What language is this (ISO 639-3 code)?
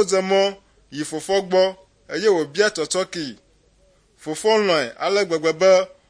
ewe